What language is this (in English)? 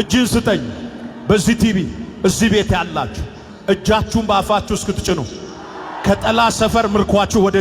Amharic